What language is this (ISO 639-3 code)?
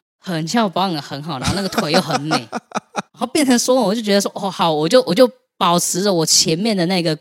zho